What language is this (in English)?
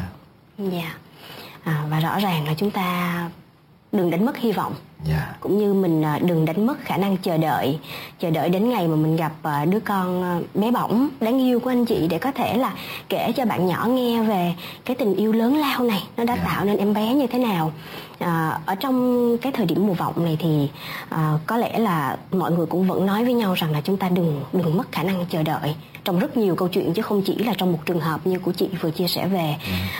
Vietnamese